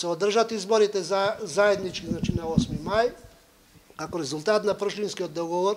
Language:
Macedonian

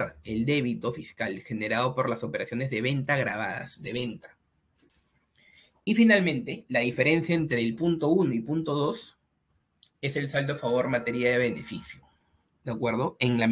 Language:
Spanish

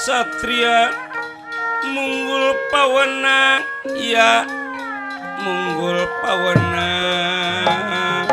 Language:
Betawi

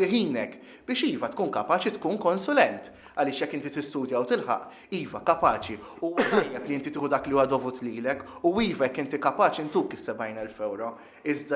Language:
Maltese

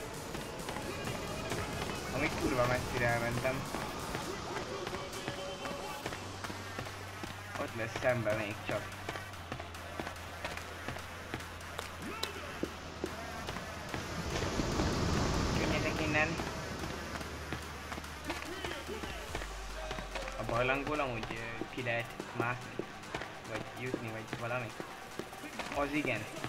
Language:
Hungarian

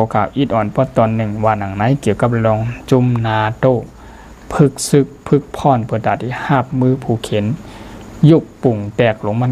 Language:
Shan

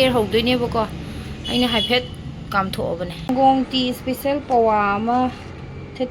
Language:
Manipuri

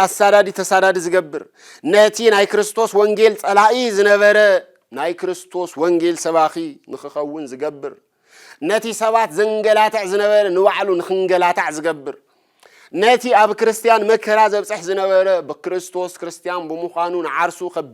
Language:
Tigrinya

